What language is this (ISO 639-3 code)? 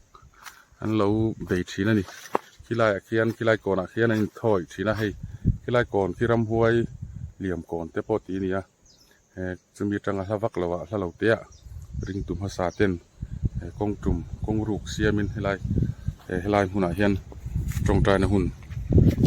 lus